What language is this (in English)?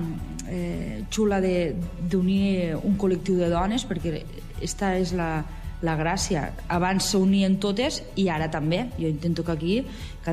Catalan